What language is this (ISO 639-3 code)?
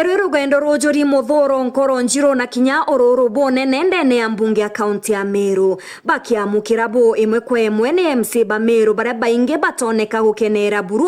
mer